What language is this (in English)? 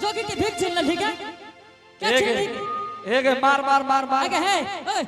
Angika